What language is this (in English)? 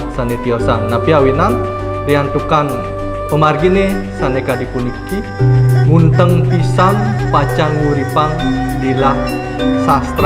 Balinese